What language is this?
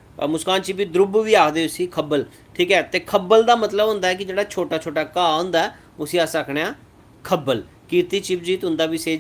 Dogri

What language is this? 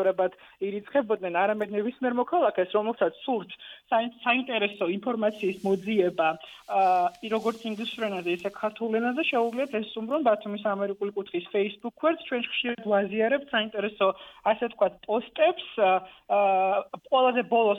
Georgian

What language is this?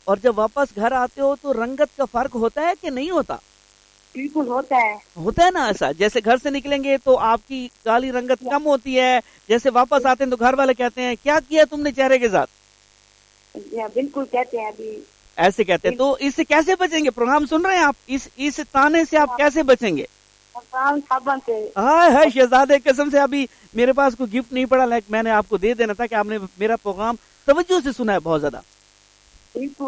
Urdu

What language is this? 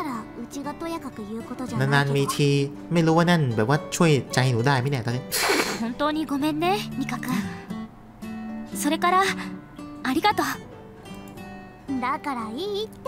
Thai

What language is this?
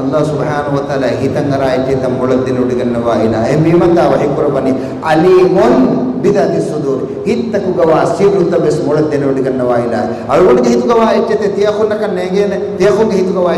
Divehi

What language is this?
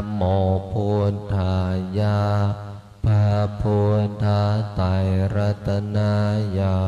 Pali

